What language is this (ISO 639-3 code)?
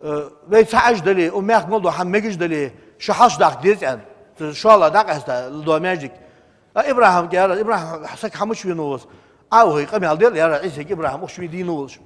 inh